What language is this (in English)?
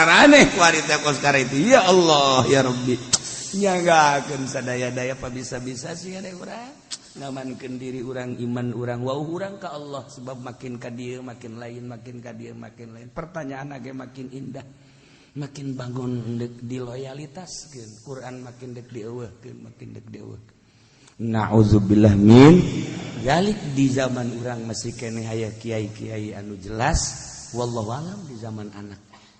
Sundanese